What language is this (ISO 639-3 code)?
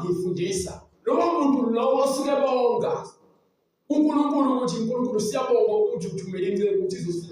zul